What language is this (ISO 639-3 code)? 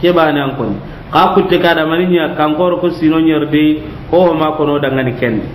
snk